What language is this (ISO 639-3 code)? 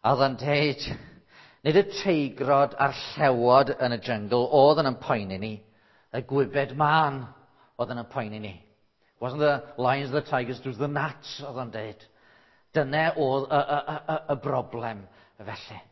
cym